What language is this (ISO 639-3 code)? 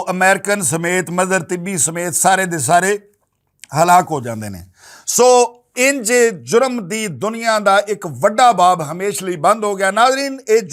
lah